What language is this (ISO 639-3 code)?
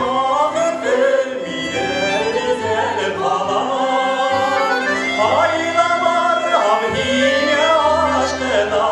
bak